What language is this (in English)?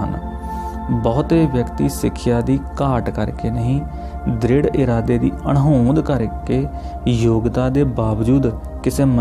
Punjabi